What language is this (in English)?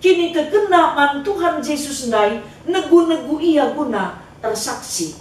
Batak Karo